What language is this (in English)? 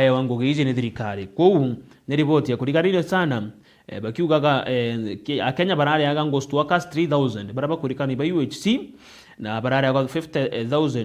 Meru